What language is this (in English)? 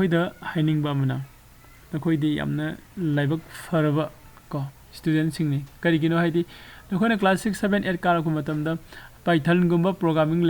Manipuri